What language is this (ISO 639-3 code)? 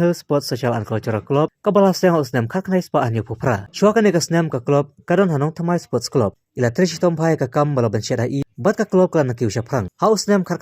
kha